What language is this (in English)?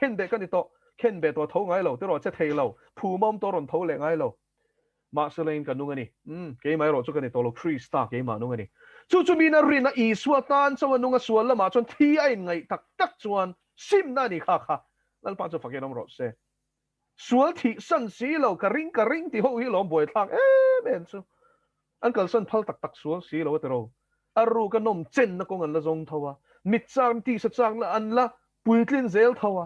Mizo